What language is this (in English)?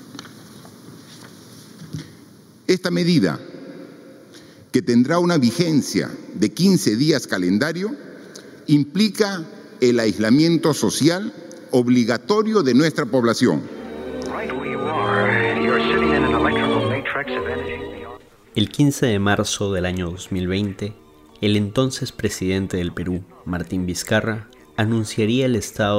Spanish